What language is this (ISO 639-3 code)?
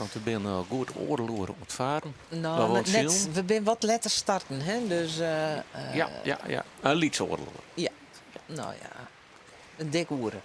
fry